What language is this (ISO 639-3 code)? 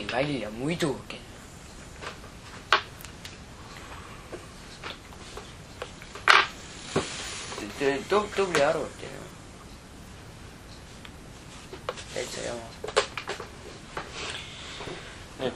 est